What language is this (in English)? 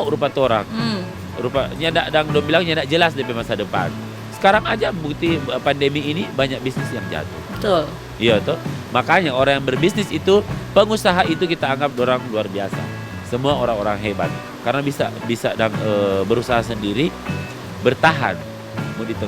Manado Malay